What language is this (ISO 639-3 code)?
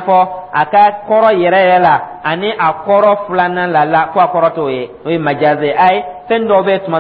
dyu